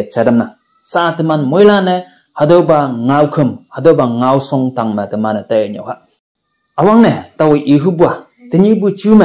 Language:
Konyak Naga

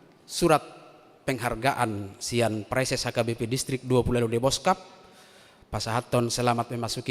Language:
Batak Toba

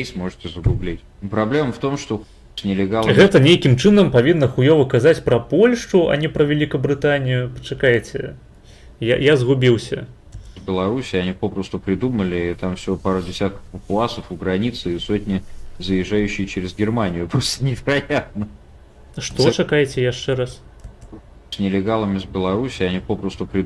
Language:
Belarusian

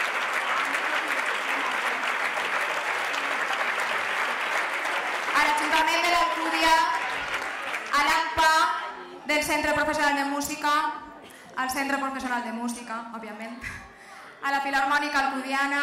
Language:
Catalan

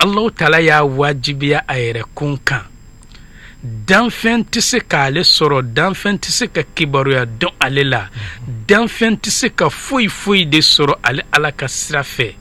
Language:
Bambara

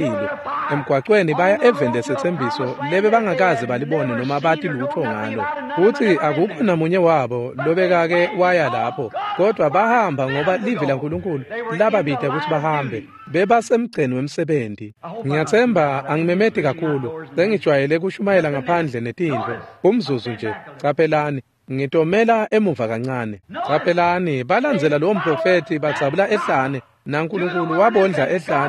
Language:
Swati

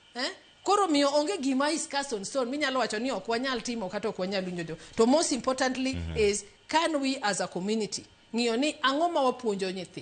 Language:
Luo (Kenya and Tanzania)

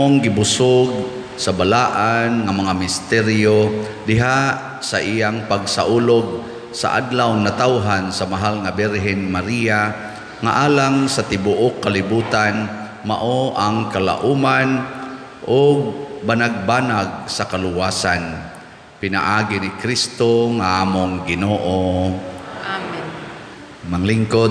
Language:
Cebuano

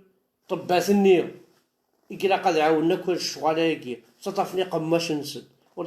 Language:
Kabyle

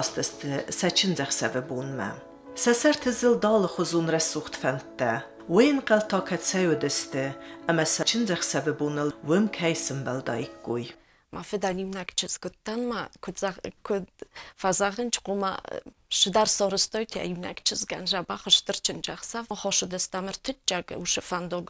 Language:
Ossetic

